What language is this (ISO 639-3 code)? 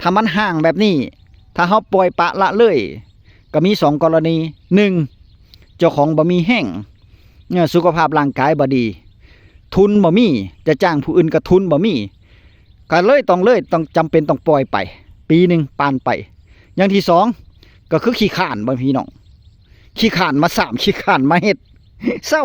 tts